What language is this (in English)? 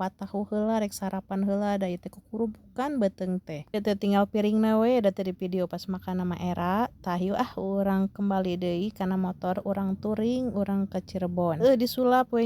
Sundanese